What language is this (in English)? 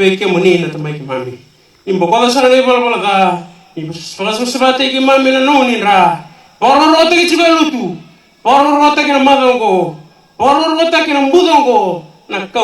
Fijian